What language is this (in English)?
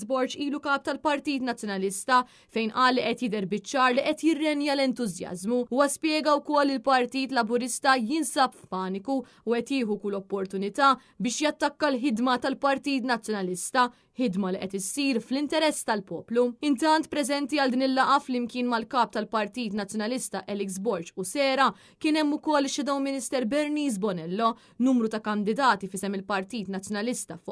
Maltese